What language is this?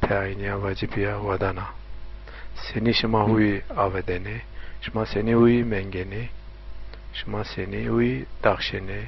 Zaza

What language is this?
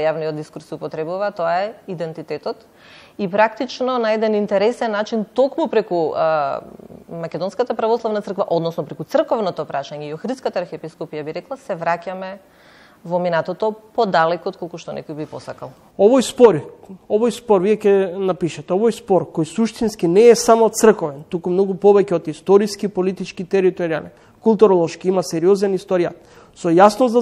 Macedonian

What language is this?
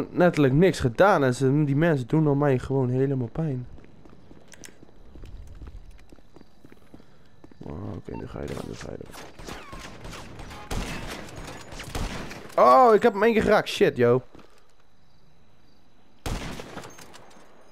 Dutch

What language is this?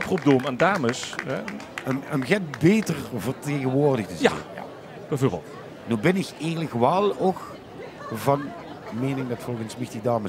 Limburgish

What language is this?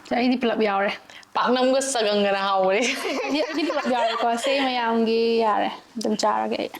Manipuri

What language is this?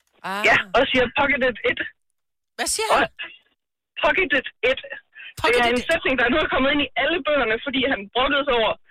Danish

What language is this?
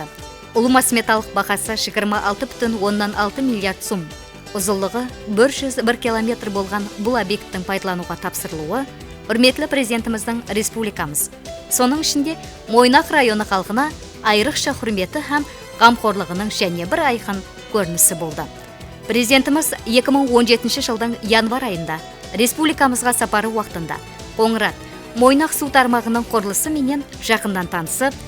Kara-Kalpak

